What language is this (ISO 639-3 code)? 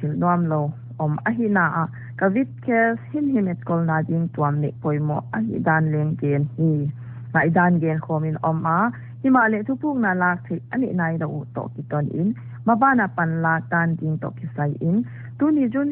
pck